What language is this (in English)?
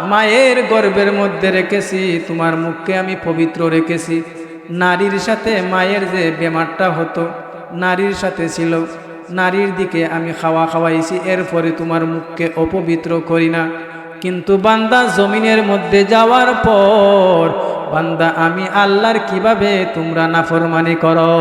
Sylheti